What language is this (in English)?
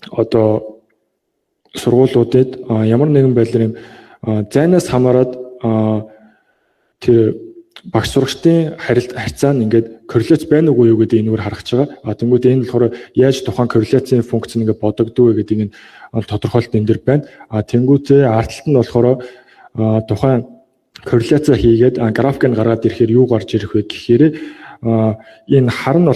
Mongolian